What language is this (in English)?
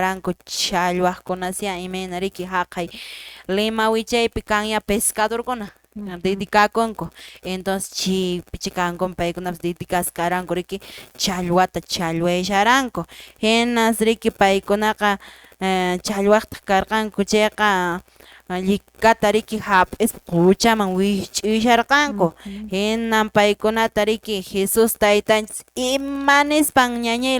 Quechua